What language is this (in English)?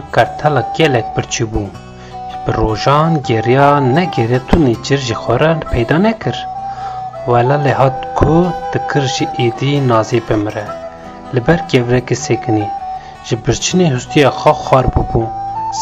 Kurdish